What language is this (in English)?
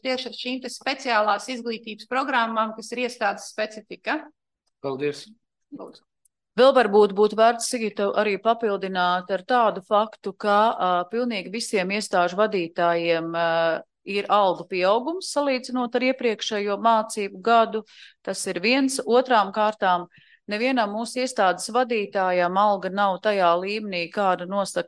Latvian